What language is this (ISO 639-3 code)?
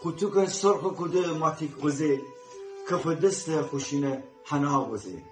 glk